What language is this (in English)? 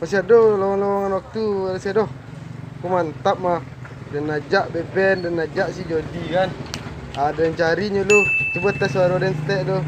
Minangkabau